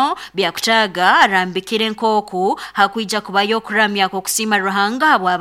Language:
Nyoro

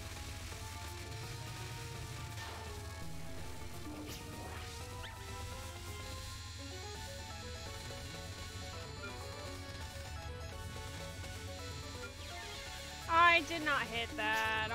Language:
English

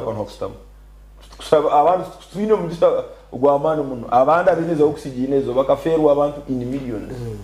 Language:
Nyankole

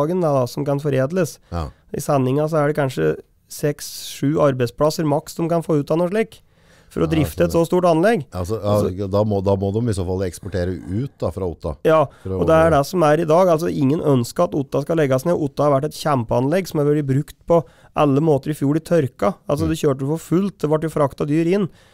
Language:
Norwegian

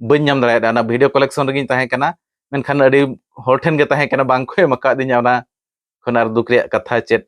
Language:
Santali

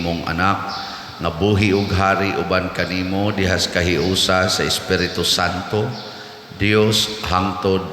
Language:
Cebuano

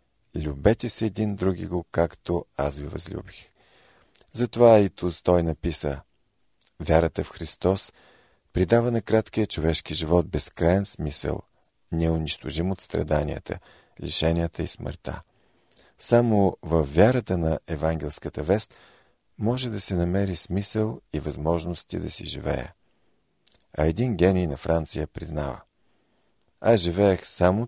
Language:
Bulgarian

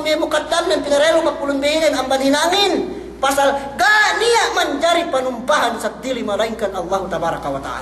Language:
Yakan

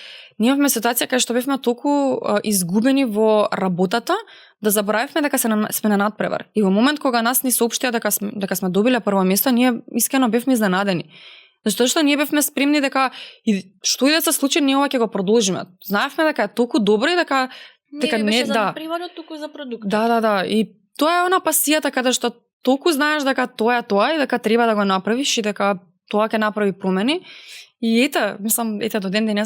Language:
Macedonian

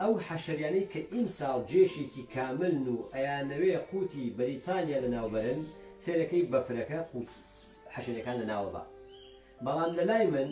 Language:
Central Kurdish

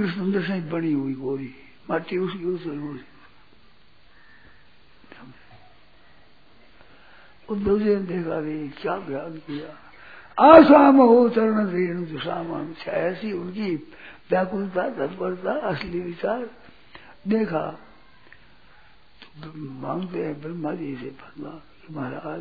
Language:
Hindi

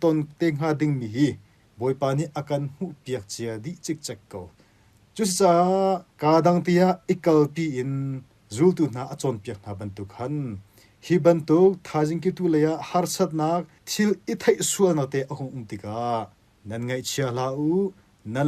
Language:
Hakha Chin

